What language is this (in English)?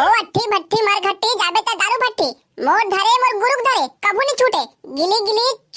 Chhattisgarhi